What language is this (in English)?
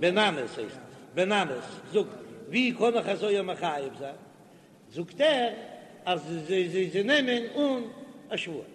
Yiddish